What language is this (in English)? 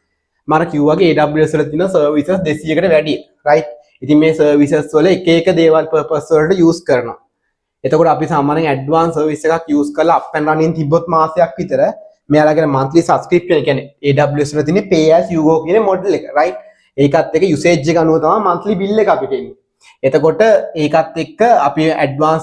Sinhala